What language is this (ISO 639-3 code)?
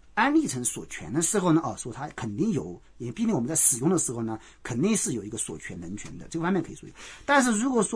zho